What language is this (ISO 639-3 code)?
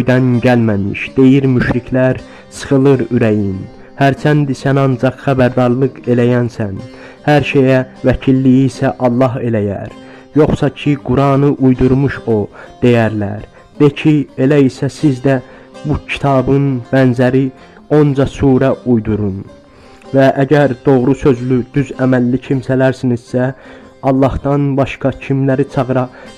aze